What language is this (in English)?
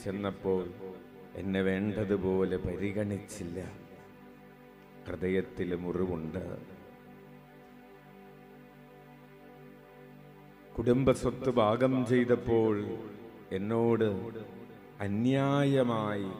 Malayalam